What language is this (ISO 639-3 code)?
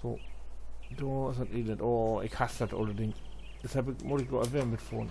nds